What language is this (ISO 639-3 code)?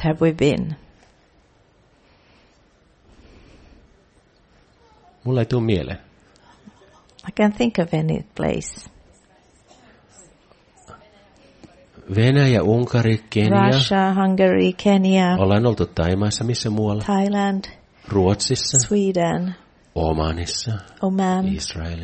fin